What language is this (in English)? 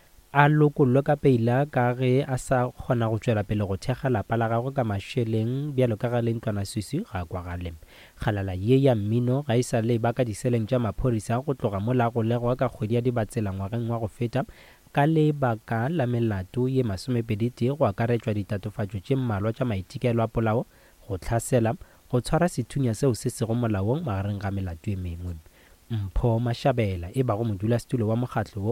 Northern Sotho